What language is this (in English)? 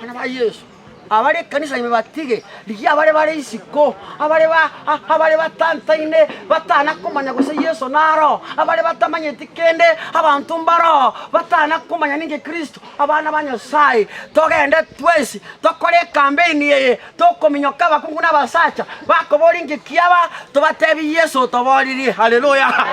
Gusii